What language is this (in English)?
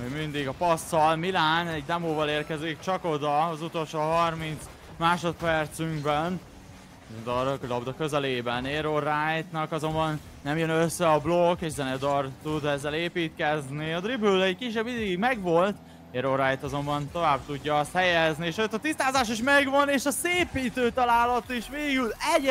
Hungarian